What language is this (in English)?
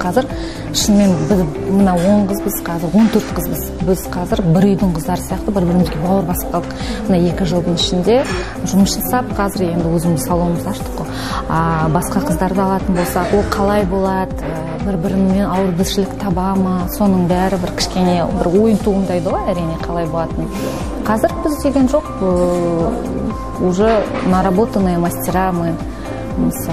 Kazakh